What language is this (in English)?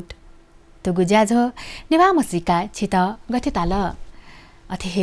Newari